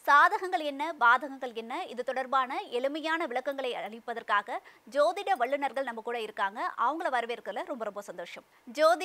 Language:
Tamil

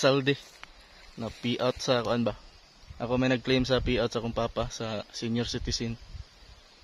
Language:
Cebuano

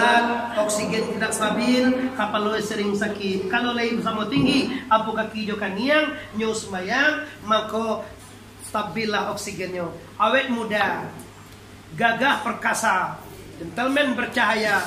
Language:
Minangkabau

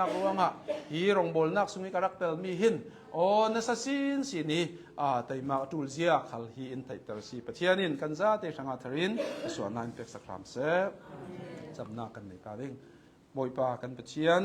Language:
Hakha Chin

